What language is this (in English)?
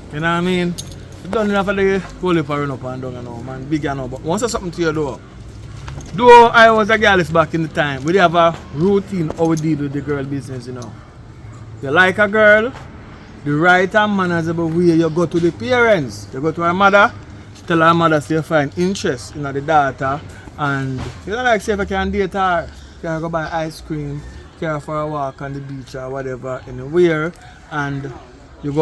Jamaican Creole English